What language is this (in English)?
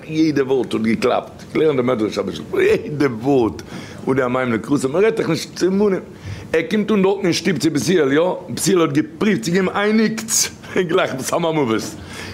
Yiddish